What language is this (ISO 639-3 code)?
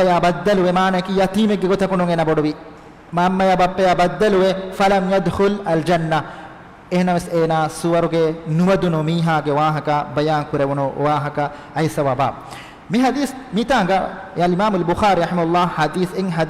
div